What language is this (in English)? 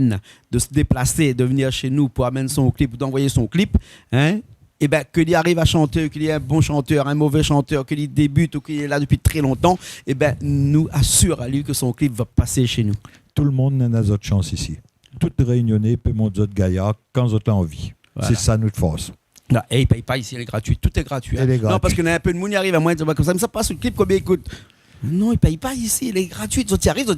Réunion Creole French